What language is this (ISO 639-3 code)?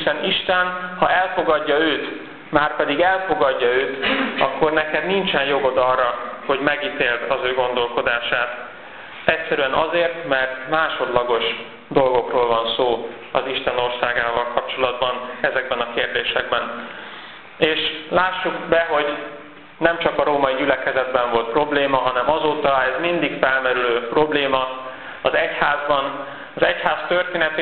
hun